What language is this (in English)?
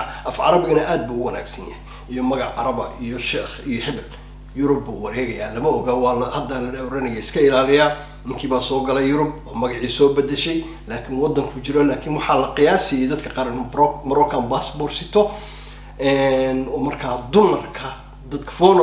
Somali